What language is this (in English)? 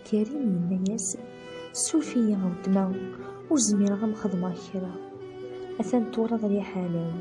Kabyle